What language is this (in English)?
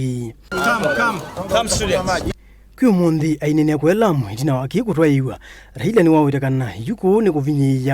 Kamba